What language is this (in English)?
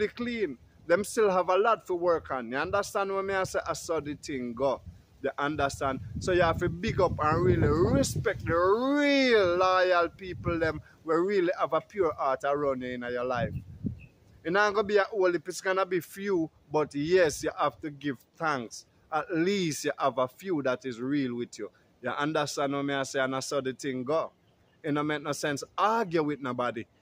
Jamaican Creole English